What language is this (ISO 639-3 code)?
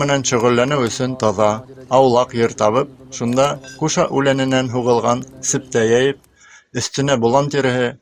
bak